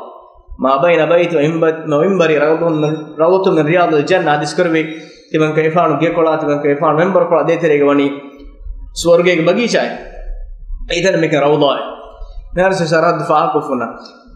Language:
Divehi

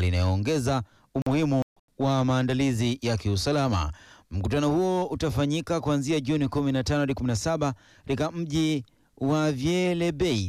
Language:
Swahili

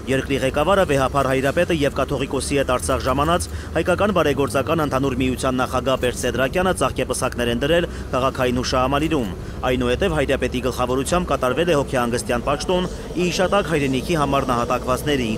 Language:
Armenian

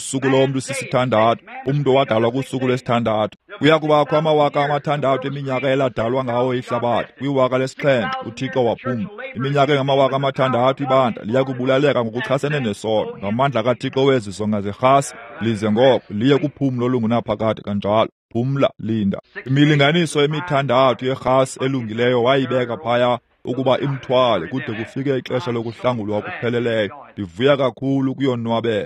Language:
Xhosa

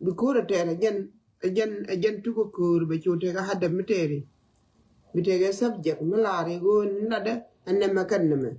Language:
Nuer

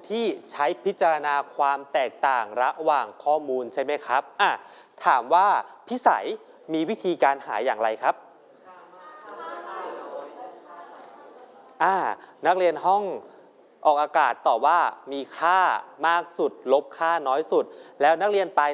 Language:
Thai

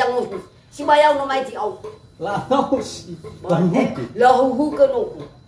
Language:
Nias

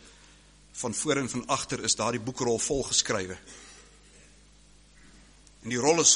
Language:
Afrikaans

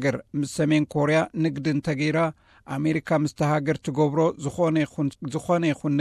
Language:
Tigrinya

